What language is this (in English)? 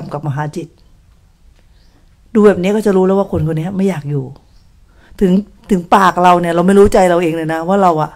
Thai